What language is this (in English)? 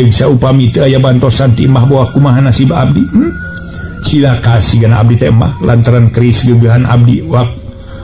Sundanese